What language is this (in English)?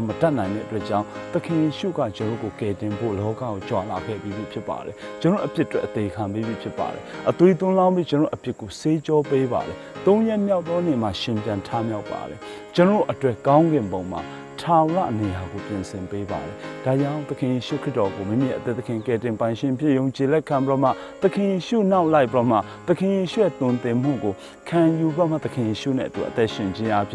Burmese